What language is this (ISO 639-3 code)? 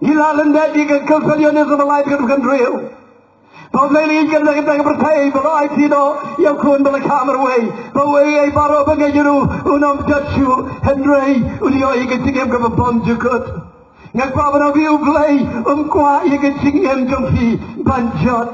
kha